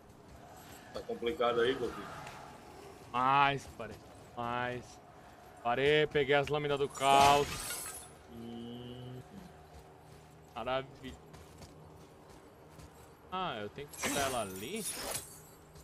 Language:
Portuguese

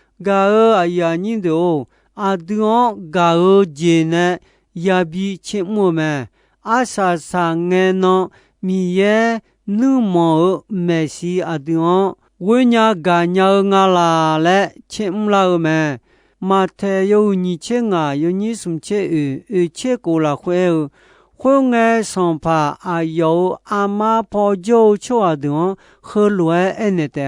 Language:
Akha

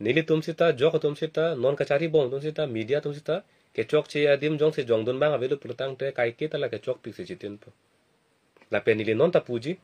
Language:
Karbi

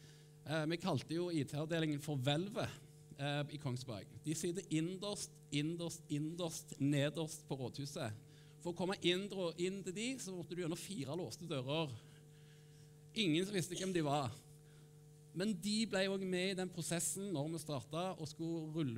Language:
Norwegian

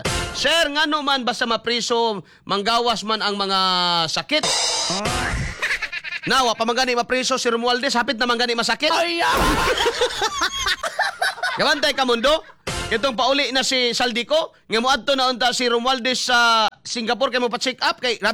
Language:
Cebuano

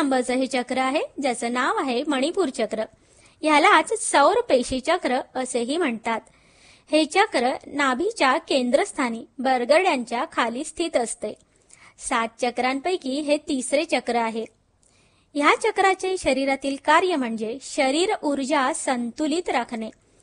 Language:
Marathi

